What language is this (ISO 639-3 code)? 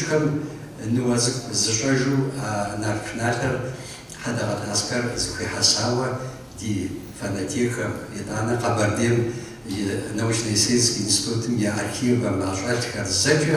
kbd